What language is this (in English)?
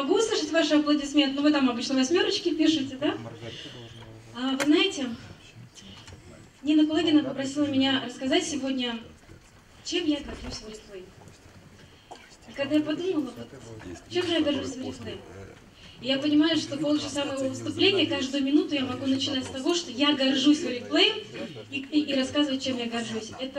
Russian